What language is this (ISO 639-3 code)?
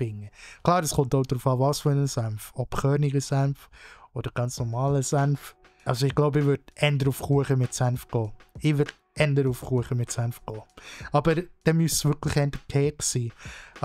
gsw